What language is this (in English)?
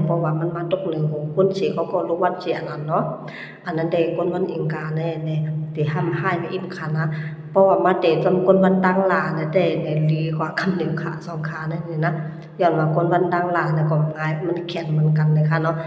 Shan